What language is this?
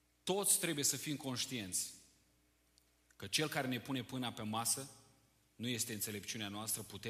Romanian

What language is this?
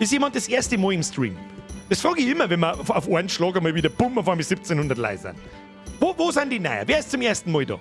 Bavarian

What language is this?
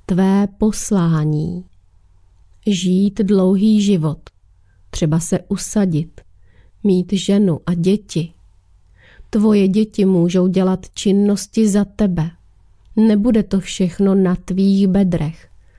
Czech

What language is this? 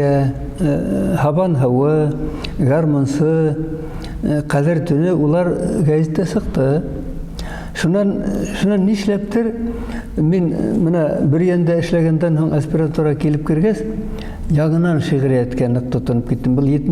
Bashkir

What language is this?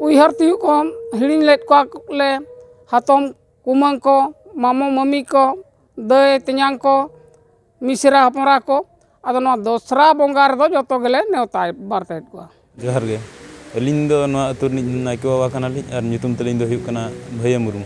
Santali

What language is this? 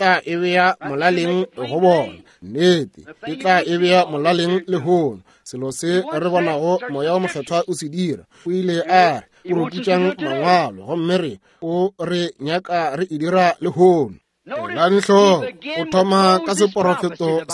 Northern Sotho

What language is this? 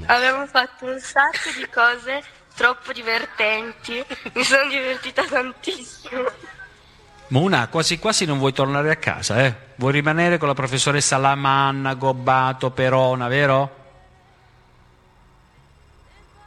Italian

